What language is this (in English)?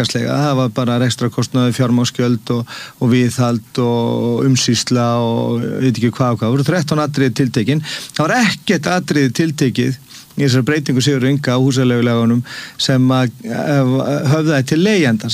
Icelandic